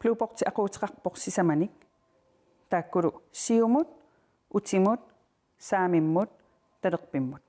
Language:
Kalaallisut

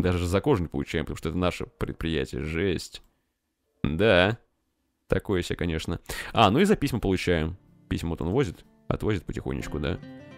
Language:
Russian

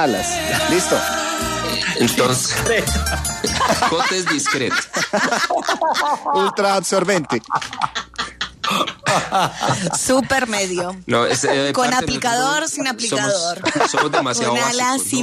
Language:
Spanish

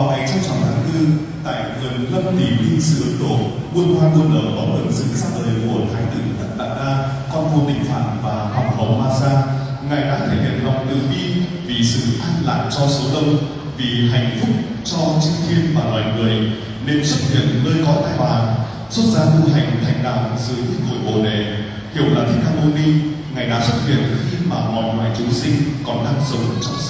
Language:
Vietnamese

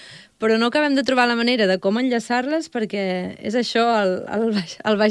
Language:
Catalan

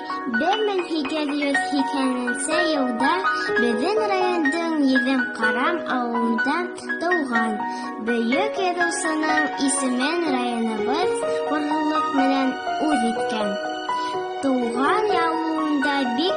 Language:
Bashkir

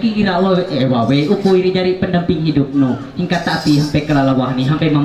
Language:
Ma'anyan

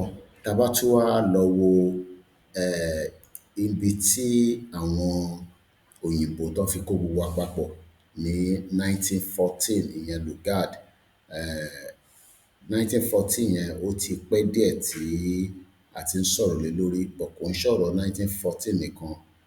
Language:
Yoruba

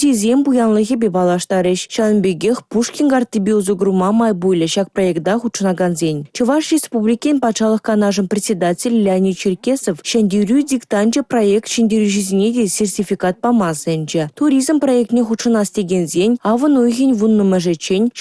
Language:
Chuvash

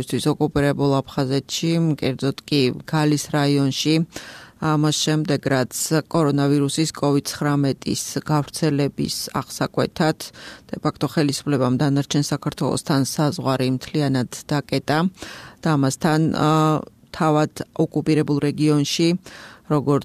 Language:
Georgian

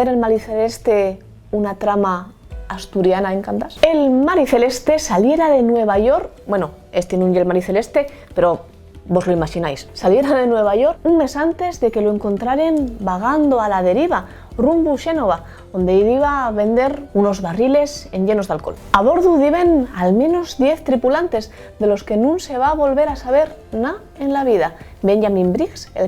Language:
Asturian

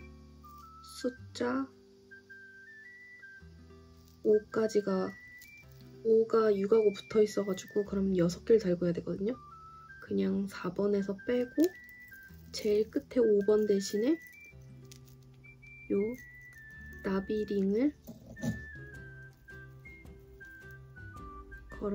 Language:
Korean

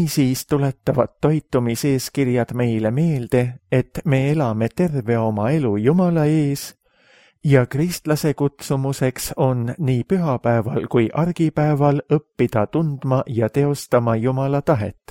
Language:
Estonian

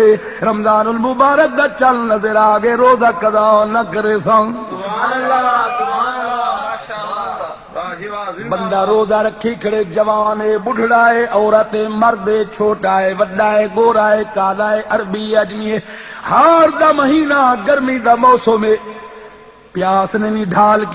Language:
Saraiki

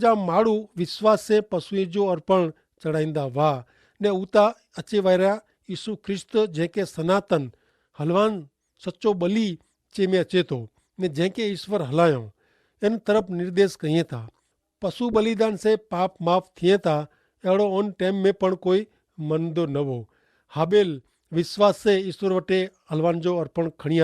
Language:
Kachhi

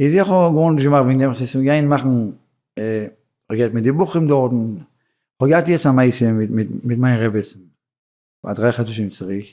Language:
Yiddish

